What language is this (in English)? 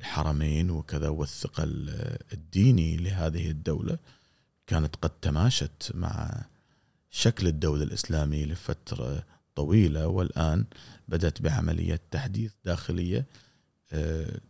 Gulf Arabic